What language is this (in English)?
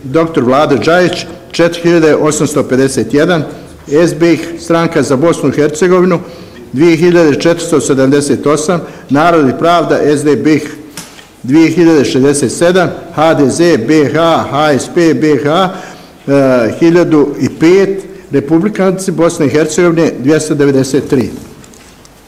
Bosnian